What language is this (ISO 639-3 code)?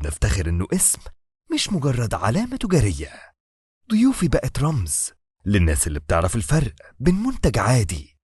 arz